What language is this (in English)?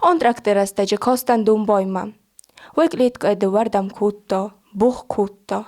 Ossetic